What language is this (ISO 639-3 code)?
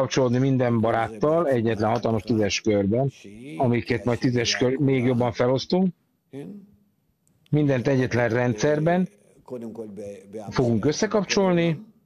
hun